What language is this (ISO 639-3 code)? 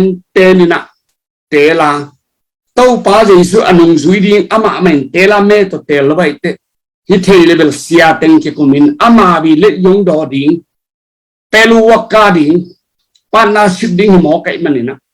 ctd